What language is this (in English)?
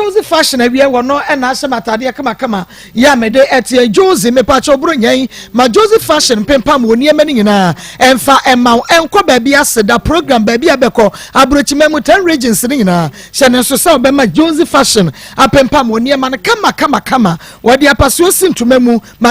Akan